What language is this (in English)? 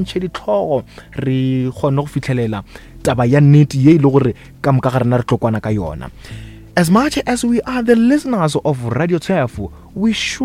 Northern Sotho